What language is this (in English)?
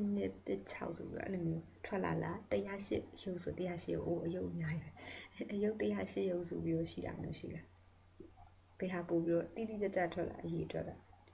Burmese